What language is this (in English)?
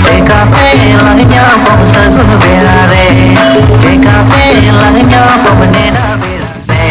Santali